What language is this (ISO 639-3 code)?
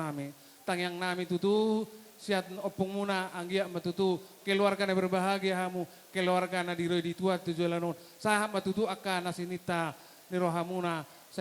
bbc